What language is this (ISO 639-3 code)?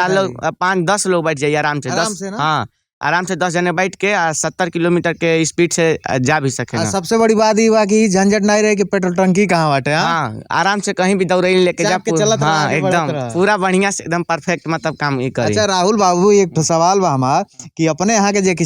bho